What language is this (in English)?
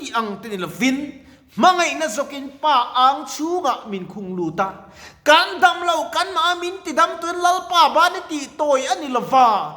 Mizo